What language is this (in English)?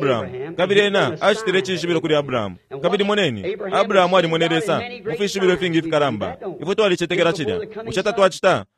Bemba